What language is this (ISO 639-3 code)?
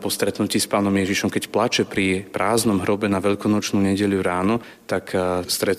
slk